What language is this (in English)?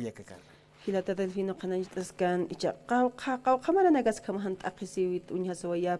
Aymara